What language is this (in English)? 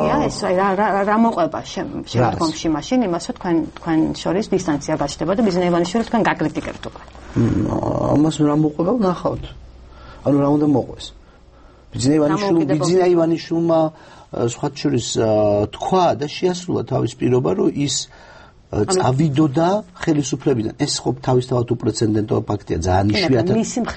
Georgian